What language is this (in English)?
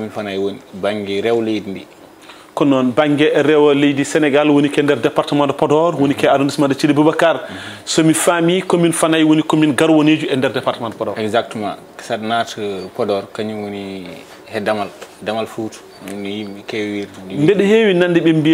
Fula